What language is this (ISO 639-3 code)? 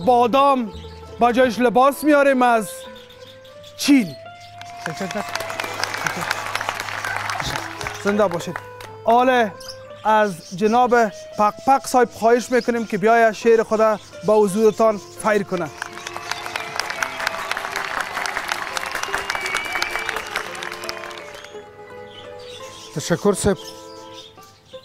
fas